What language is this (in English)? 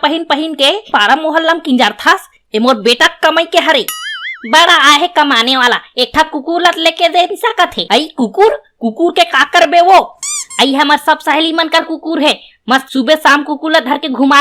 Chhattisgarhi